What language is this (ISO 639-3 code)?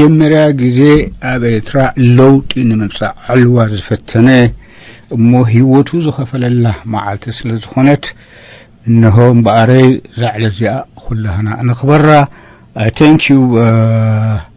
tir